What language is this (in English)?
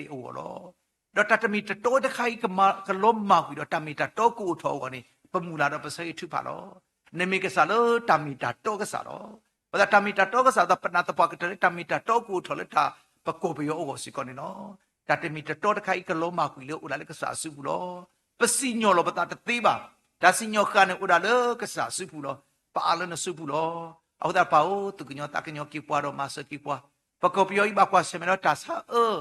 S'gaw Karen